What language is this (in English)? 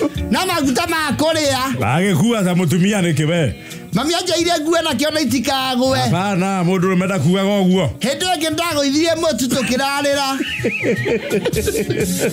Kikuyu